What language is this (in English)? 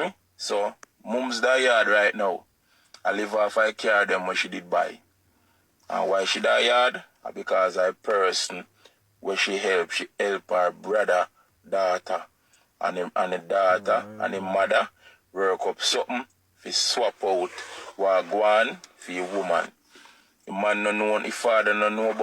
Jamaican Creole English